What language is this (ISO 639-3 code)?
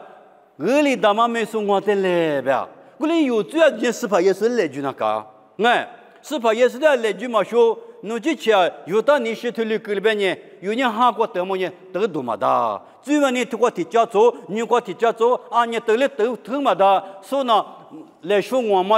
lis